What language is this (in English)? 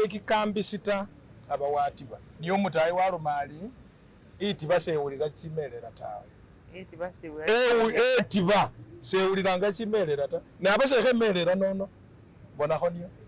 Masaaba